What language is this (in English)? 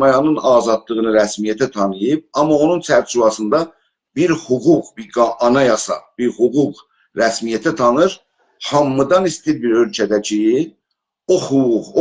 South Azerbaijani